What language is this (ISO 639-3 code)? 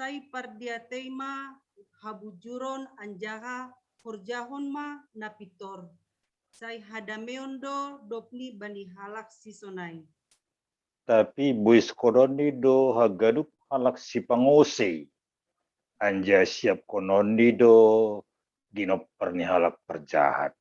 bts